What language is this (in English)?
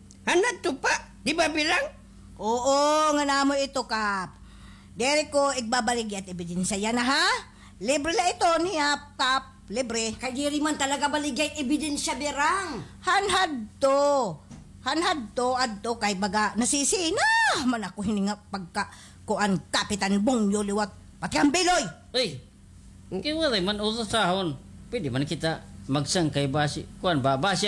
Waray